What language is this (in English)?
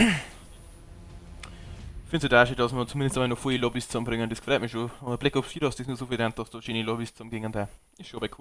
Bavarian